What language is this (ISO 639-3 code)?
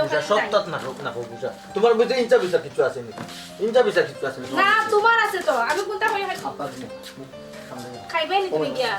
syl